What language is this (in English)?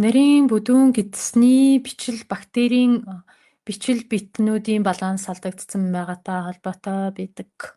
Mongolian